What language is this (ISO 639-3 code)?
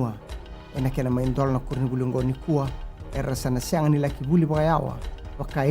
fij